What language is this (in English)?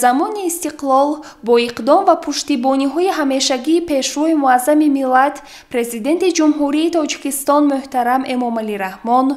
Tajik